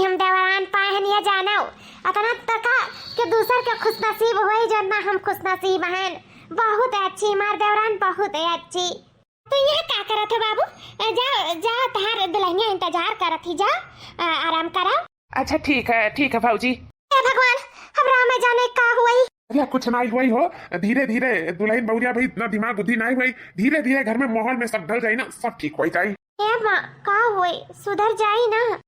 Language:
Awadhi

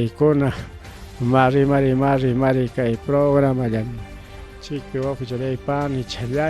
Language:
Ayacucho Quechua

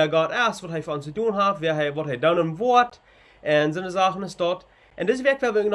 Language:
Plautdietsch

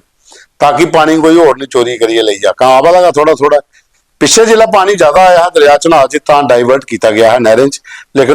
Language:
Dogri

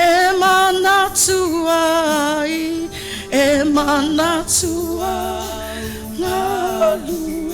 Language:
Samoan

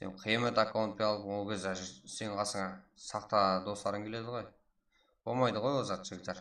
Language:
Kara-Kalpak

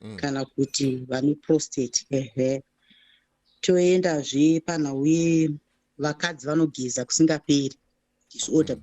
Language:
Shona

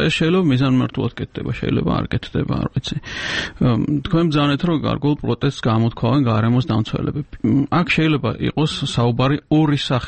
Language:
Georgian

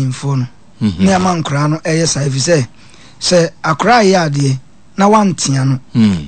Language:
Akan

